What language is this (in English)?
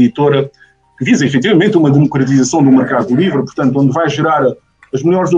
Portuguese